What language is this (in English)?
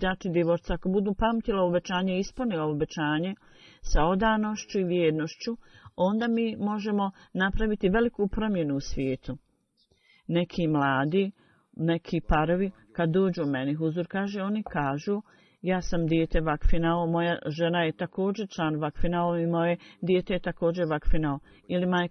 Bosnian